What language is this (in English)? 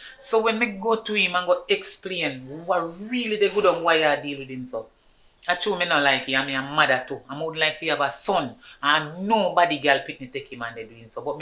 Jamaican Creole English